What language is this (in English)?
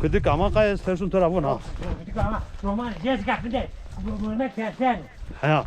Zaza